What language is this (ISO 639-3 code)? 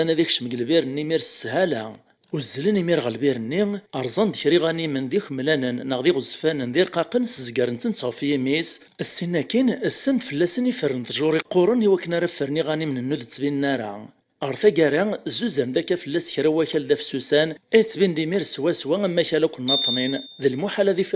kab